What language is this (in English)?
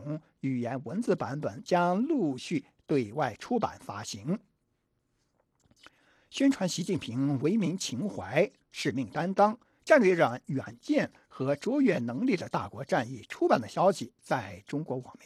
Chinese